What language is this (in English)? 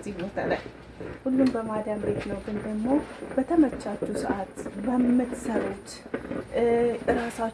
Amharic